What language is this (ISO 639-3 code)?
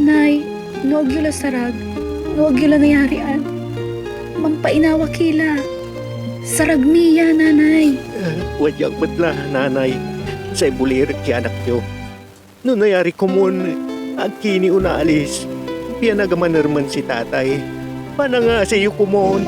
pag